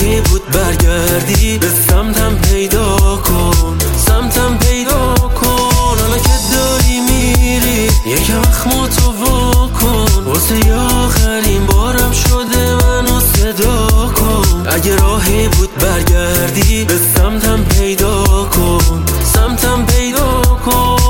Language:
Persian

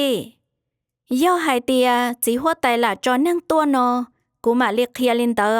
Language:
Hmong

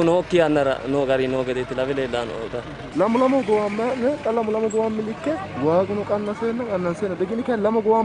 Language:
Sidamo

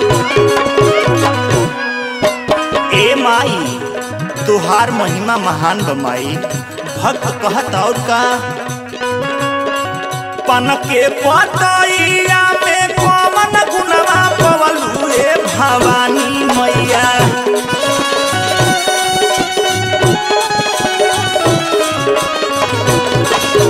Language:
Bhojpuri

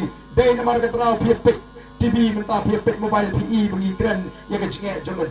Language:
Khasi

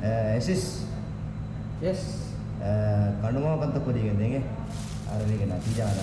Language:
Divehi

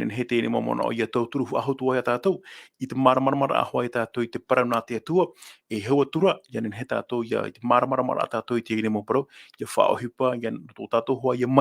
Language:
Tahitian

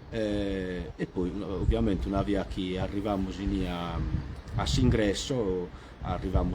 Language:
Sardinian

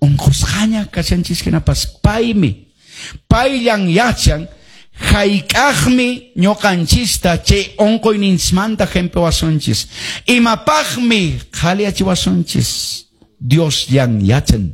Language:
Quechua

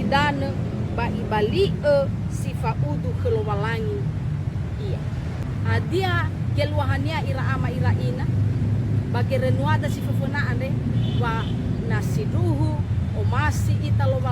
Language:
Nias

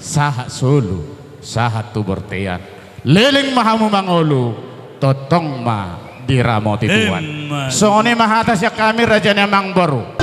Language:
Batak Toba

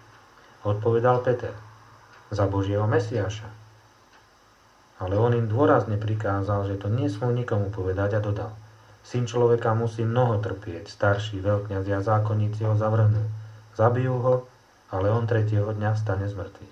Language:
Slovak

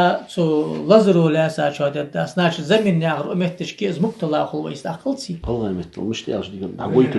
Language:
Ingush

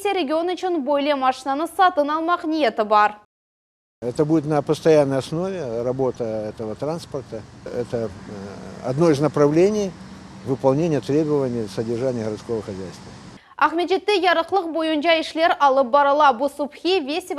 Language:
Crimean Tatar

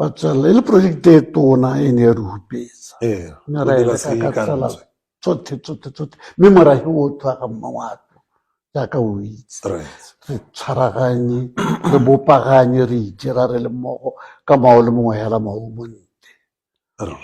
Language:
Tswana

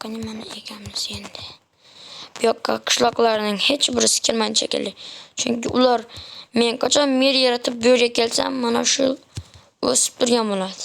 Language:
Uzbek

